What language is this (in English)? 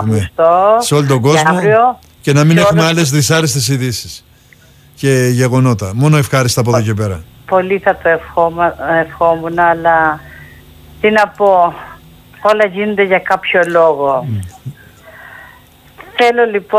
Greek